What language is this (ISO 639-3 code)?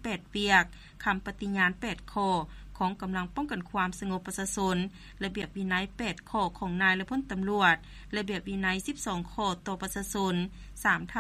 lao